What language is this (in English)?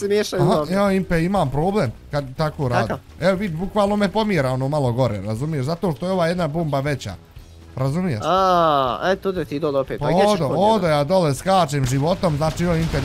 Bosnian